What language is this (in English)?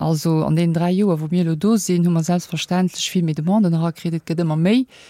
Luxembourgish